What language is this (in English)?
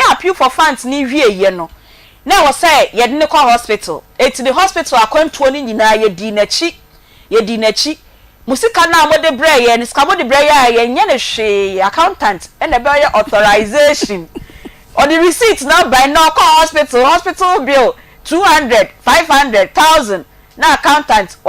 Akan